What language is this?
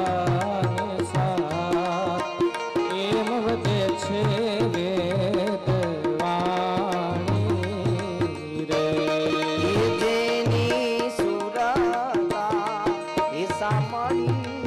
Gujarati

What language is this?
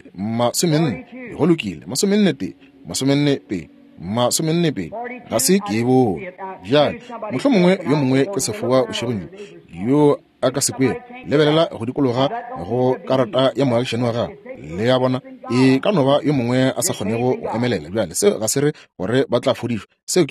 Northern Sotho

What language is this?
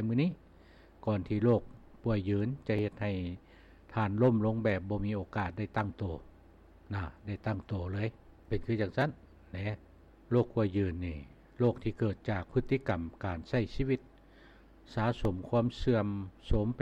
Lao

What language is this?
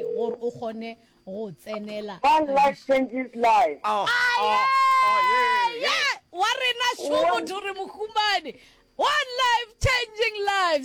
Northern Sotho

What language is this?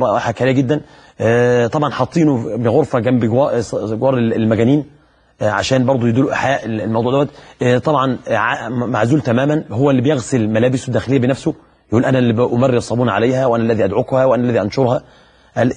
Egyptian Arabic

